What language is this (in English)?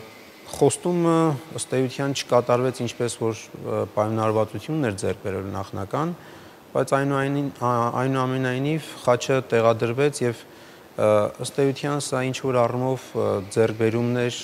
Armenian